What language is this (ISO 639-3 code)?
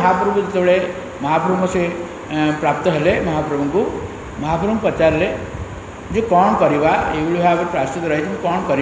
ori